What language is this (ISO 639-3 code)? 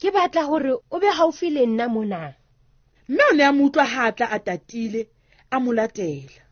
sot